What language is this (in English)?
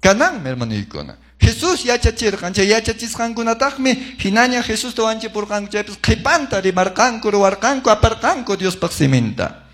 Quechua